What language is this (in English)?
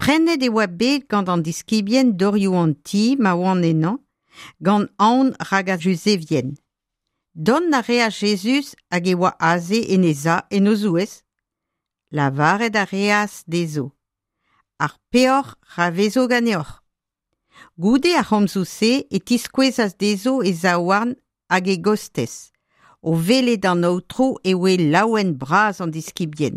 Breton